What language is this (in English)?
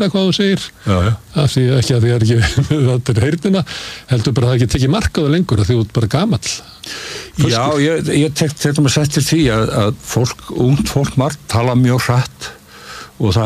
Icelandic